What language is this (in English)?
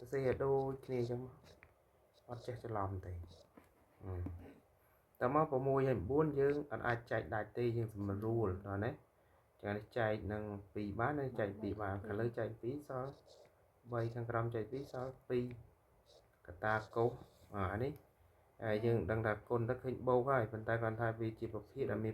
Khmer